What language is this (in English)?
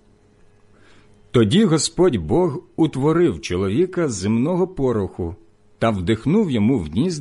Ukrainian